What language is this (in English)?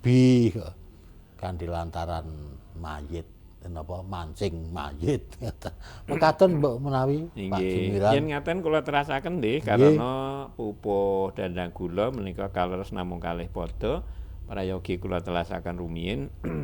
Javanese